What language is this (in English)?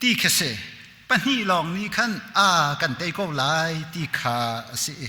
Hakha Chin